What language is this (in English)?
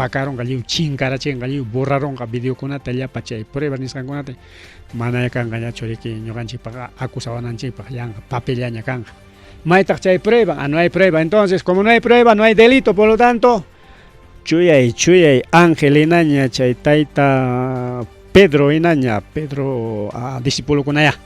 Ayacucho Quechua